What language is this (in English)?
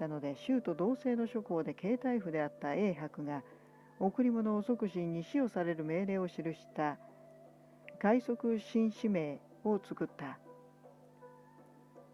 Japanese